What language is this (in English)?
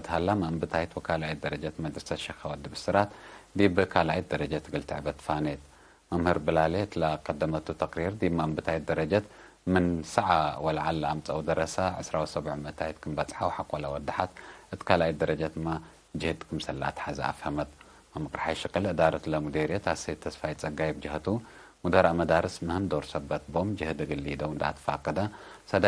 Tigre